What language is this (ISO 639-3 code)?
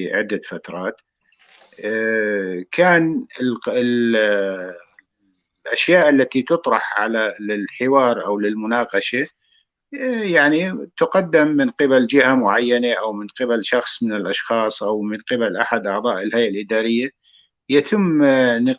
apc